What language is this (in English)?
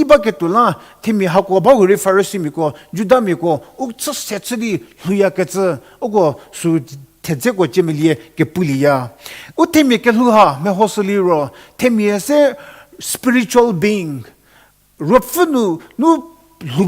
Angami Naga